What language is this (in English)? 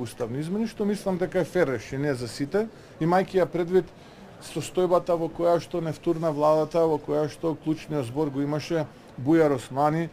Macedonian